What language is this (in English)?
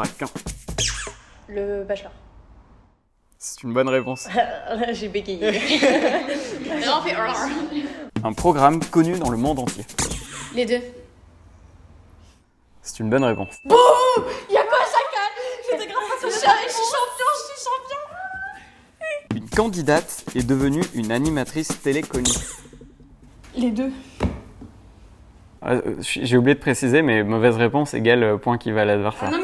French